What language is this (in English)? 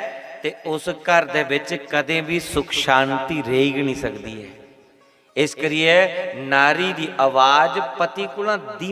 Dogri